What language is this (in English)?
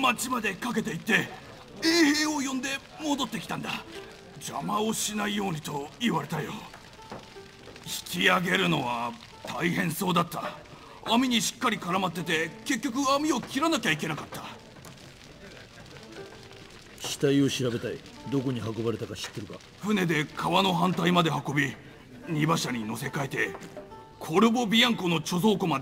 Japanese